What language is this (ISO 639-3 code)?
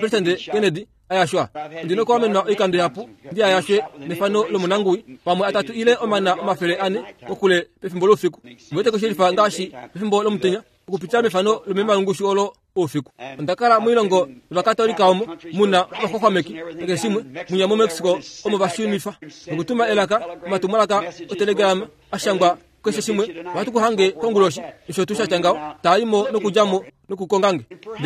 kua